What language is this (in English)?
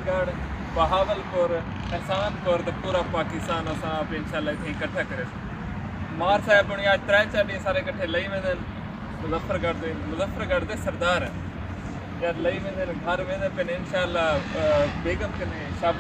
Saraiki